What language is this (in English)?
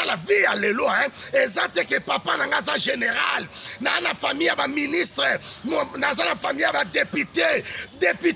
Lingala